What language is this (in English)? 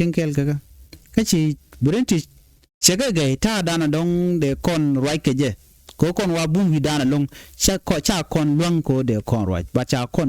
Nuer